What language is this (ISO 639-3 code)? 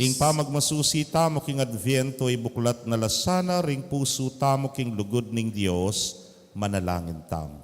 pam